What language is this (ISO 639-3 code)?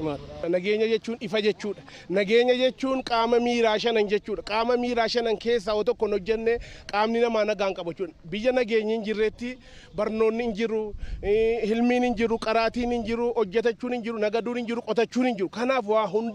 orm